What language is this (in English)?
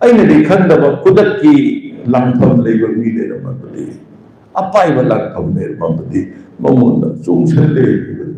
Manipuri